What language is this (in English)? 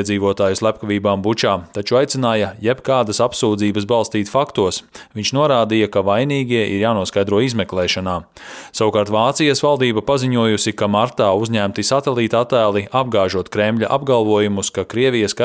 Latvian